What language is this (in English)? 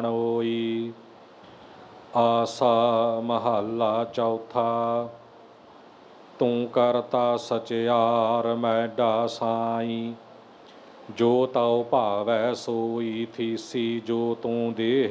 Punjabi